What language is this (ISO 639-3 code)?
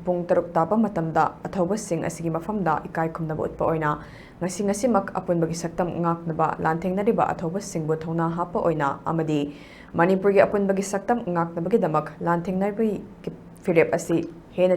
mni